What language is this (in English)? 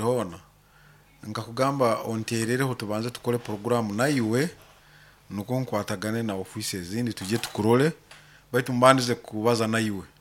Nyoro